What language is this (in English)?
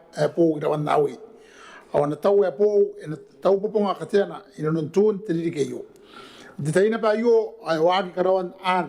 Gilbertese